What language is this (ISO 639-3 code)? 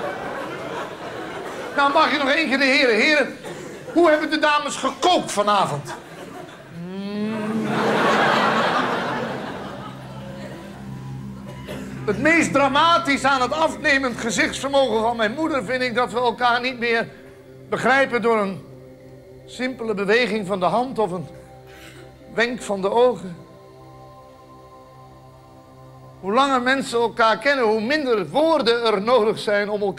nld